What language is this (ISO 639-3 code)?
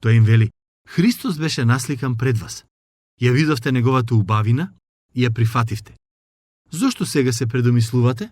mkd